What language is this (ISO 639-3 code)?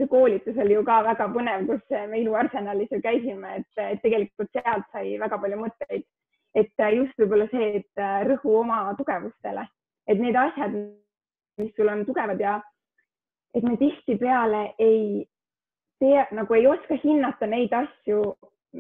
est